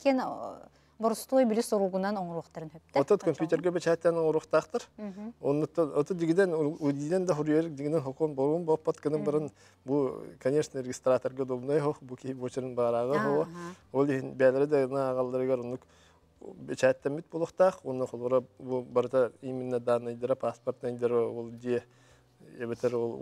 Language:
Yakut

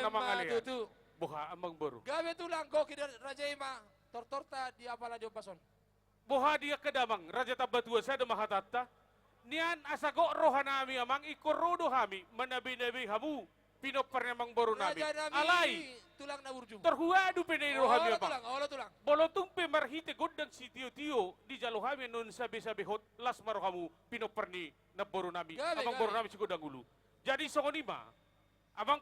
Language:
Batak Toba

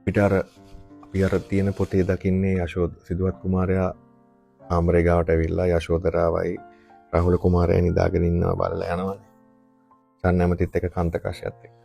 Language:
Sinhala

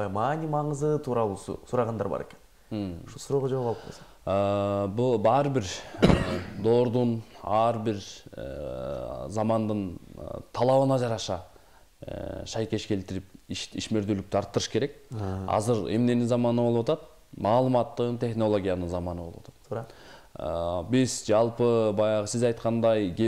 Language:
Kyrgyz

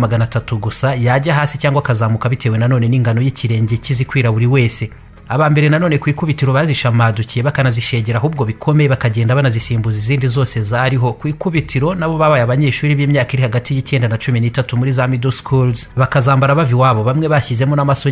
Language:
Kinyarwanda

